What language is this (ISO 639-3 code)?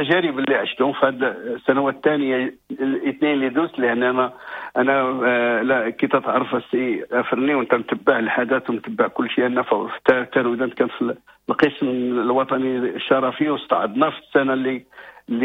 ary